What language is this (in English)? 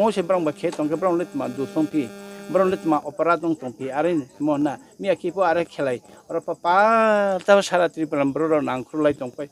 Riang (India)